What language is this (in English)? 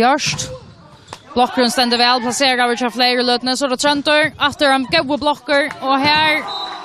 Faroese